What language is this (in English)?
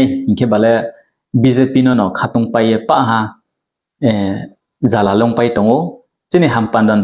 Riang (India)